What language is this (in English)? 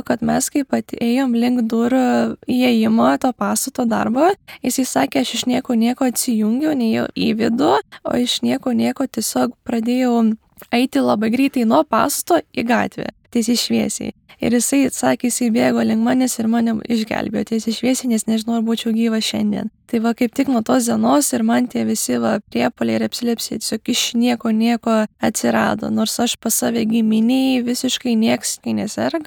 Lithuanian